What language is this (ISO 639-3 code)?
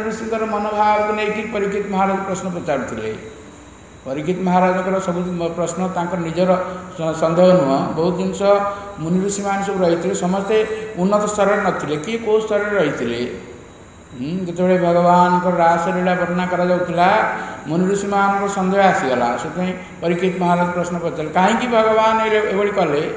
ori